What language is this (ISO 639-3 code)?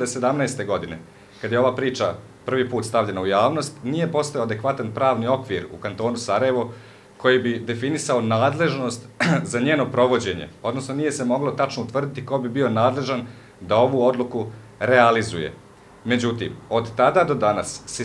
bos